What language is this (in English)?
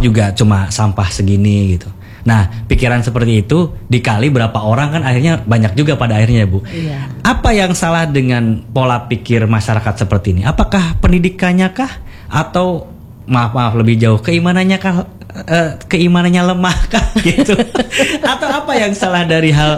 Indonesian